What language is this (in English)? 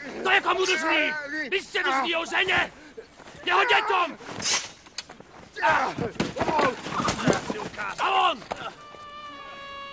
Slovak